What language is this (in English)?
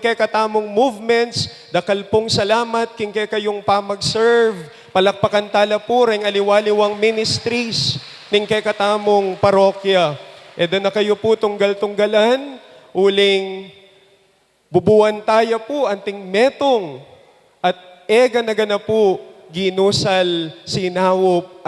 Pampanga